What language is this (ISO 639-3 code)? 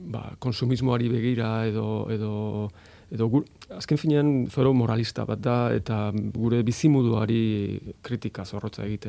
eus